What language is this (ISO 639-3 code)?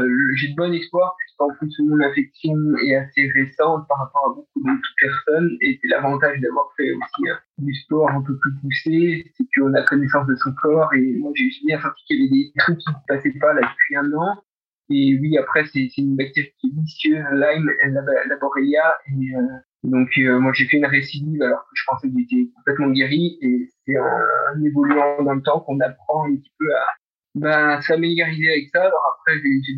fra